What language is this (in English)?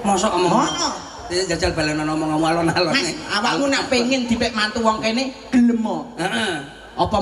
Javanese